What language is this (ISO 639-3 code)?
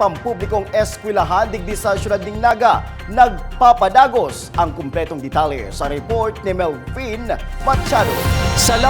bik